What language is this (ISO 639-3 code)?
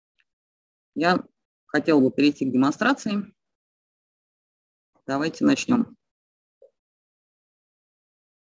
rus